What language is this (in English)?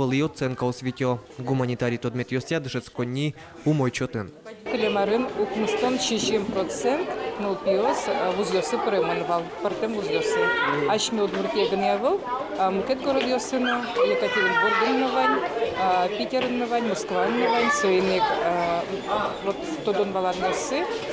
Udmurt